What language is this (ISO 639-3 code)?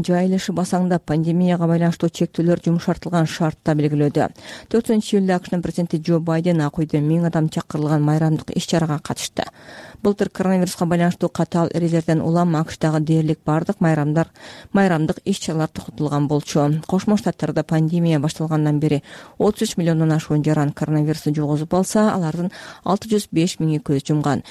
kir